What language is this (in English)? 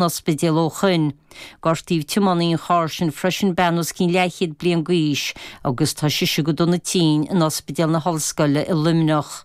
Irish